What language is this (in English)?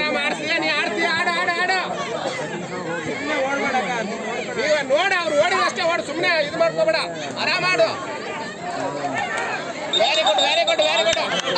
Kannada